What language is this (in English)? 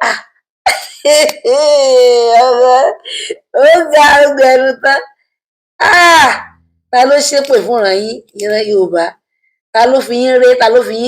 Yoruba